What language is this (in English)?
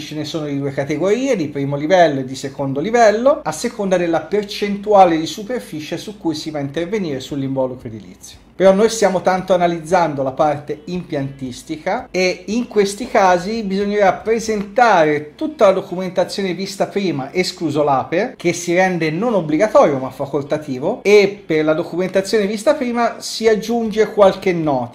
Italian